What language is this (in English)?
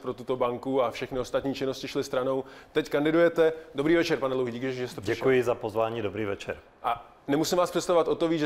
Czech